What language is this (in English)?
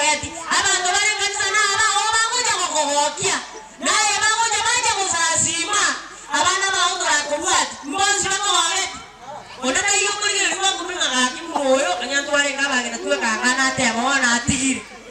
Gusii